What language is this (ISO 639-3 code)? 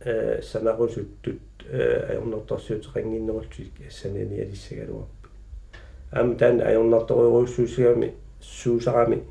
kal